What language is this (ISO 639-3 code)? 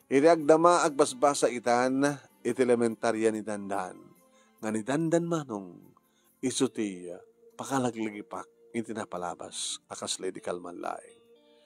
ilo